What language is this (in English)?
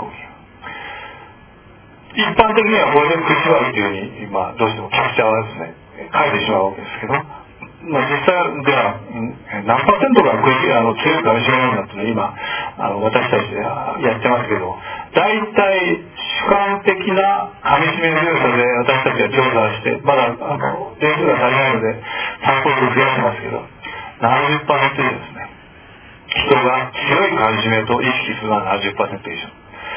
Japanese